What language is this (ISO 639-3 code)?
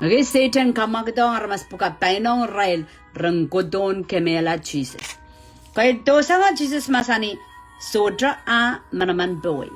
pon